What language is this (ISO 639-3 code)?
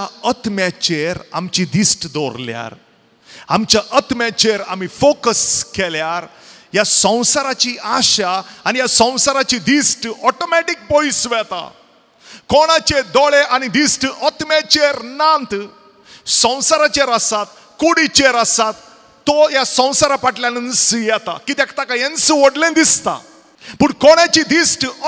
kok